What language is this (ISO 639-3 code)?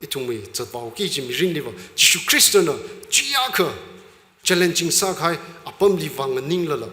nmf